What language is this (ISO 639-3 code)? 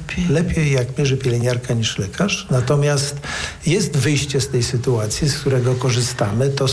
pol